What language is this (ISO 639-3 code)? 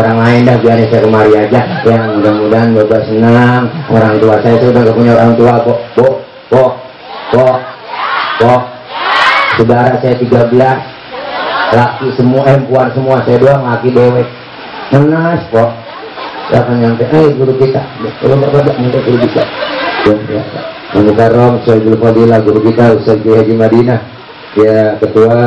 bew